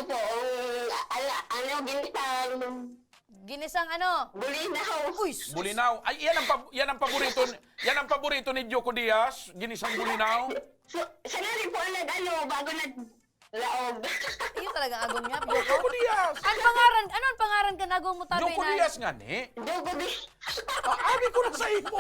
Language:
Bikol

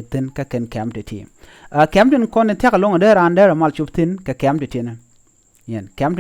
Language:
Nuer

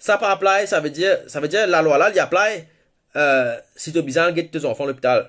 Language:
Morisyen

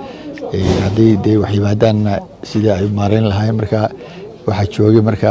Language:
Somali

